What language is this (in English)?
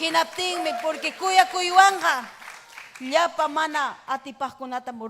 Ayacucho Quechua